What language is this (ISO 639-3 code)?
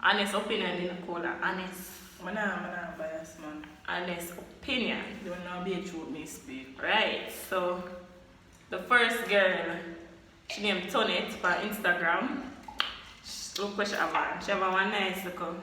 jam